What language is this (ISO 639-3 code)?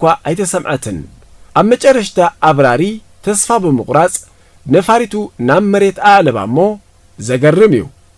tir